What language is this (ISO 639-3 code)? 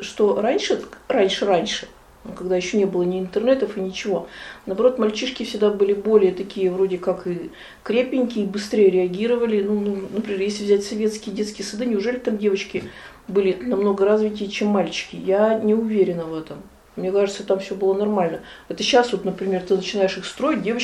rus